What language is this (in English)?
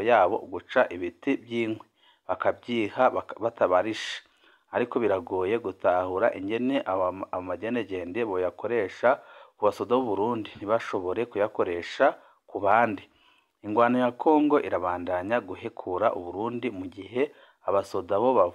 Rundi